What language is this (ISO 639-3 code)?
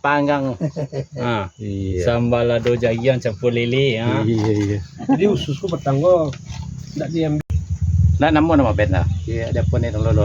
min